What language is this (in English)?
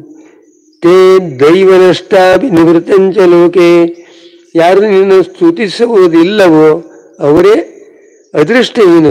Kannada